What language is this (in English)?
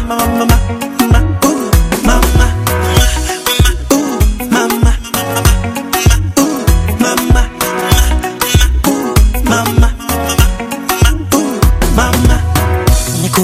Swahili